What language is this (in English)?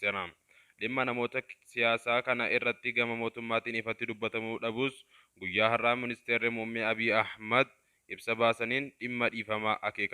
Oromo